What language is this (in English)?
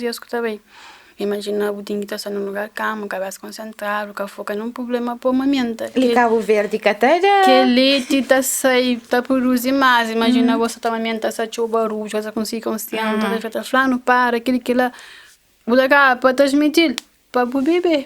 Kabuverdianu